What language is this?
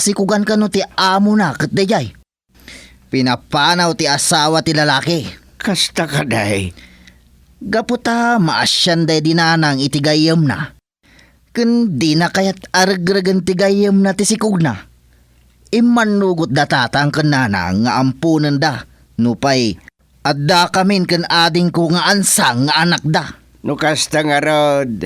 Iloko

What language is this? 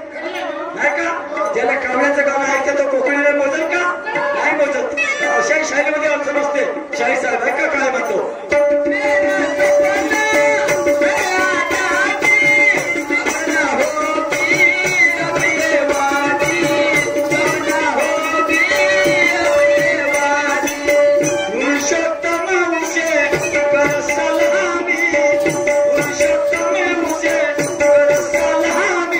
Marathi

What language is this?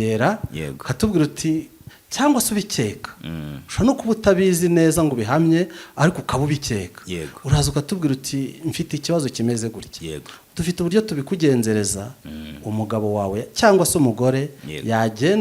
Kinyarwanda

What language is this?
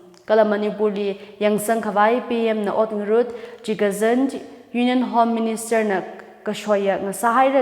Tangkhul Naga (India)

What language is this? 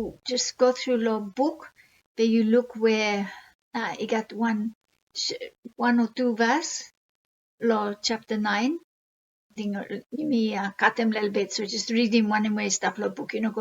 Bislama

